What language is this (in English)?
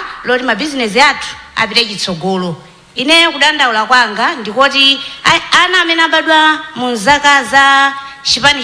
Nyanja